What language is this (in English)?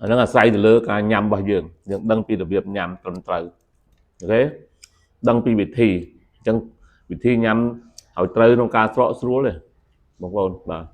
Khmer